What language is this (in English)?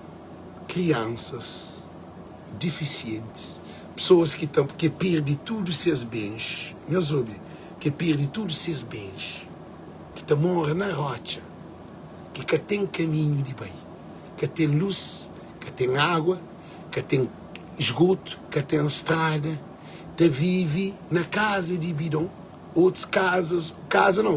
Kabuverdianu